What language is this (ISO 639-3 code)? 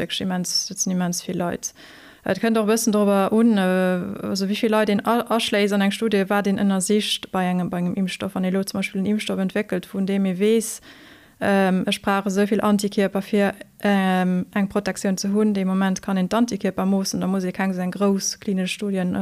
ltz